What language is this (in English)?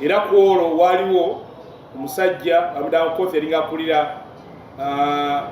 Ganda